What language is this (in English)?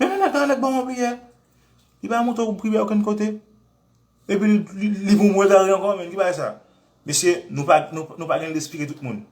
Haitian Creole